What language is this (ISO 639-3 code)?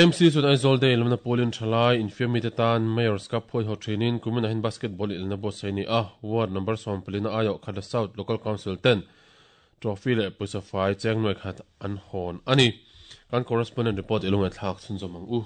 lus